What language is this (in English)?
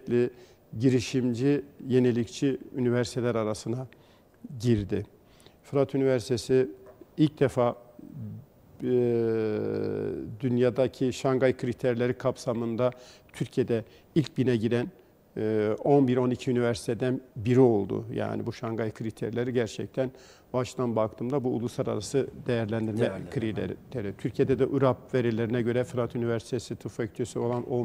Turkish